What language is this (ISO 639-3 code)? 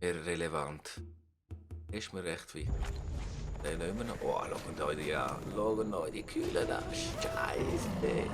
gsw